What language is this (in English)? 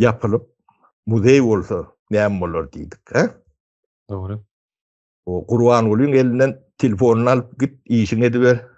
Turkmen